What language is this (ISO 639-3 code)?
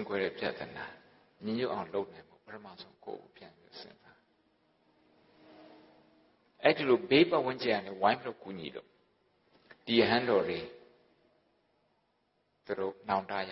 mya